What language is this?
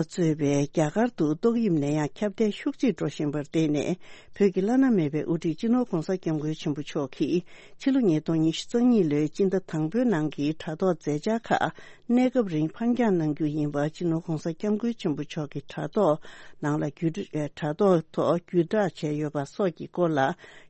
Tibetan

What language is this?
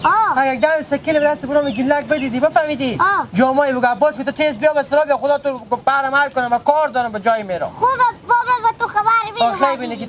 Hazaragi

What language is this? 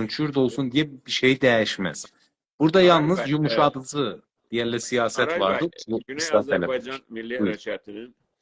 South Azerbaijani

